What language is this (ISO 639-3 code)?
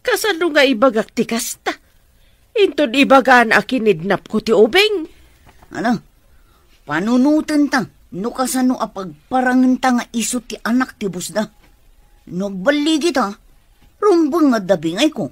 ilo